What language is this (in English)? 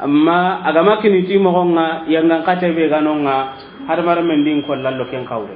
Soninke